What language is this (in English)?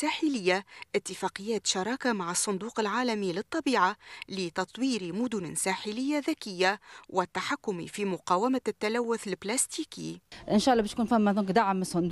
Tunisian Arabic